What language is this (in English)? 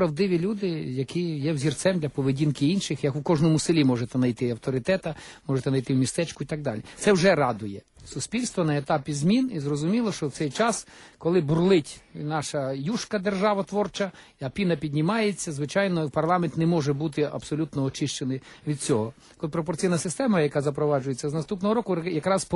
Ukrainian